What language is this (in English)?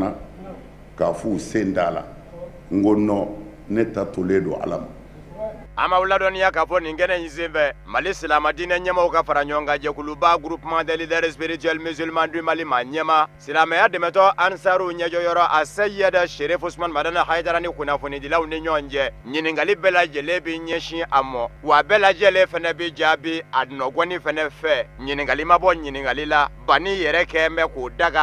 Bambara